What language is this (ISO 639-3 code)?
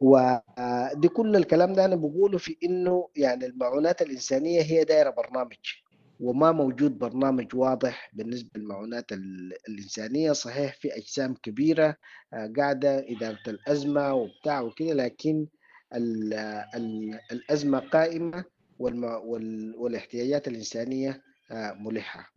apd